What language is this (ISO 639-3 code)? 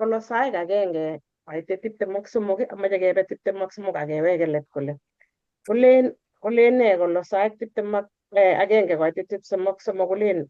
kln